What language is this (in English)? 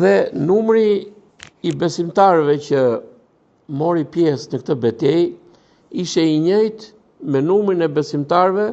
Albanian